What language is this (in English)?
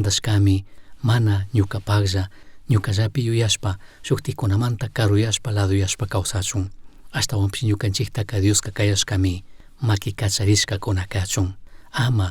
Chimborazo Highland Quichua